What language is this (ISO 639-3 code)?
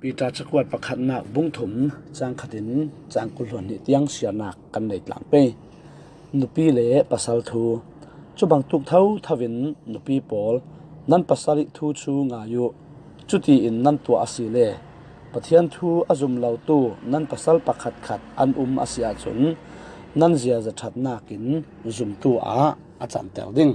cfm